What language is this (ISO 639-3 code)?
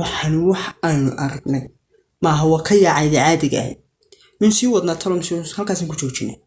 som